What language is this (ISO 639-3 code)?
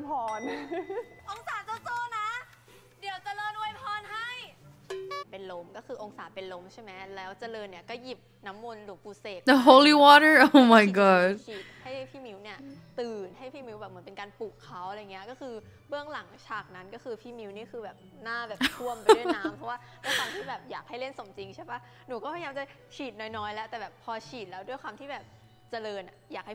tha